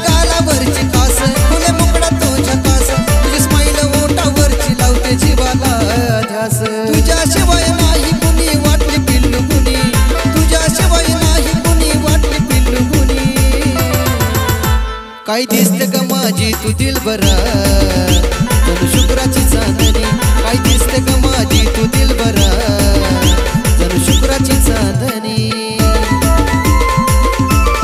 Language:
Marathi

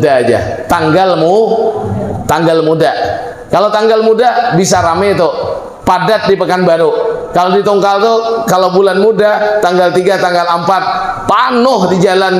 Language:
Banjar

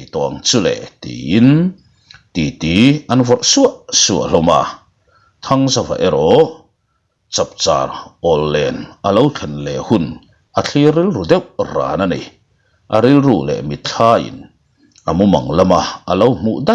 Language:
Mizo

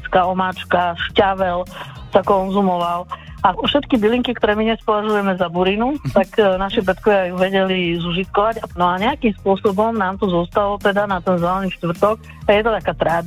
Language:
Slovak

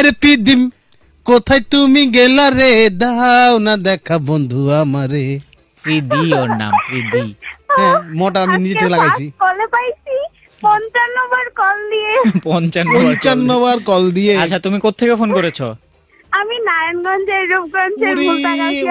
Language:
Bangla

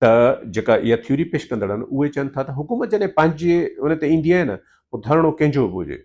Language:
Sindhi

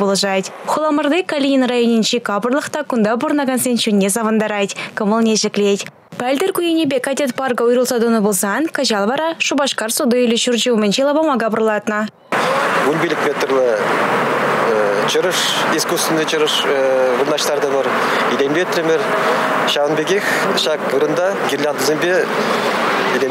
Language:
Chuvash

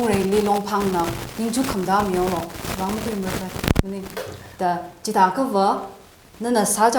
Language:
Tangkhul Naga (India)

